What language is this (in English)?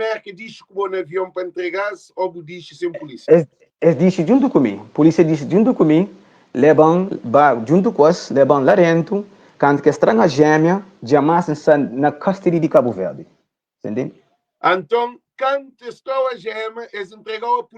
Kabuverdianu